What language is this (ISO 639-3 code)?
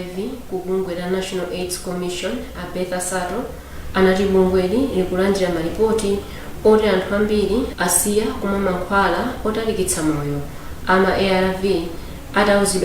nya